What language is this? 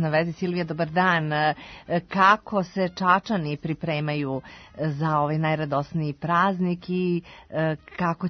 Serbian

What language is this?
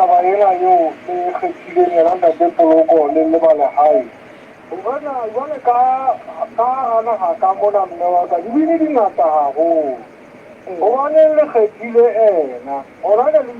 Southern Sotho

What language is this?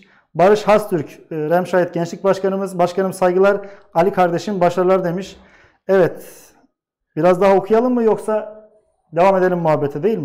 Turkish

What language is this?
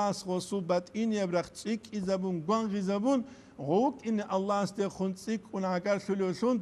Avaric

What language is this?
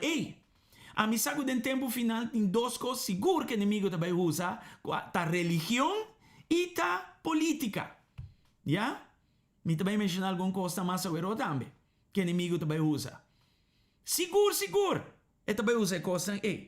Papiamento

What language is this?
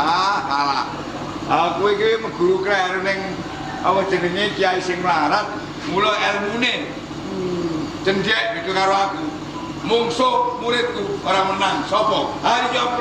Javanese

